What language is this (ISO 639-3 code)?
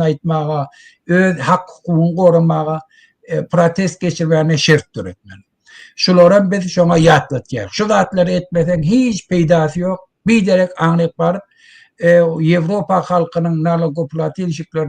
tuk